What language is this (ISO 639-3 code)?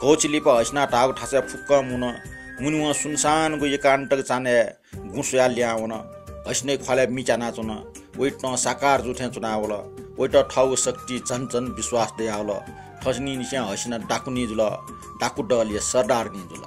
new